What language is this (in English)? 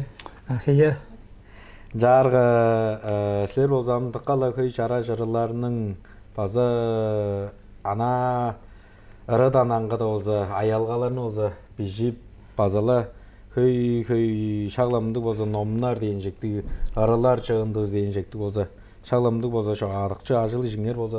Tuvinian